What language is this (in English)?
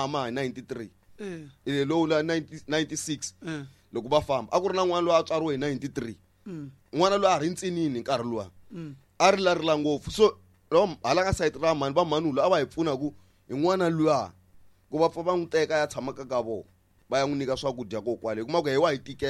Tsonga